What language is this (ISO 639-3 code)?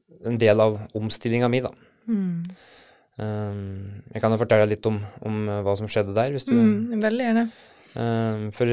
nor